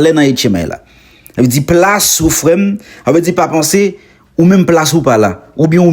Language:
Haitian Creole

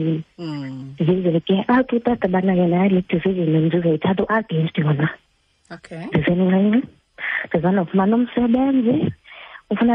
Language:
Xhosa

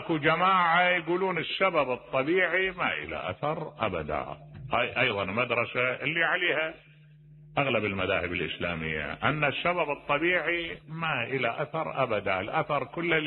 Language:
Mesopotamian Arabic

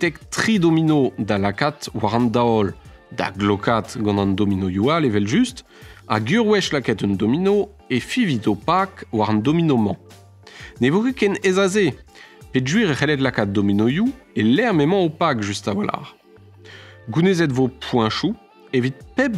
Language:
Breton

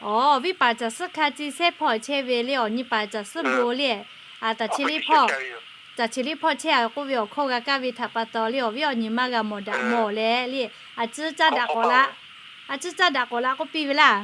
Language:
Lahu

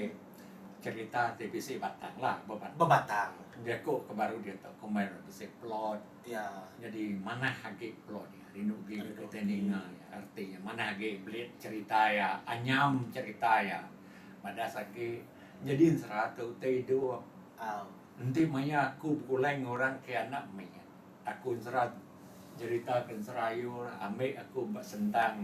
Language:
Iban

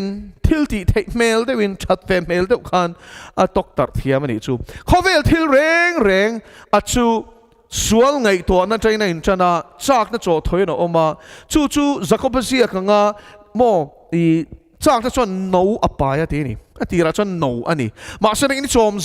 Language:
Mizo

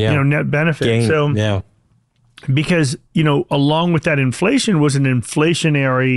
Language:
English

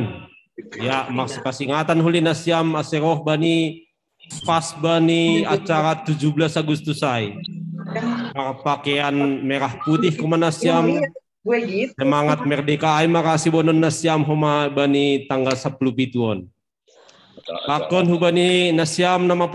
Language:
Batak Simalungun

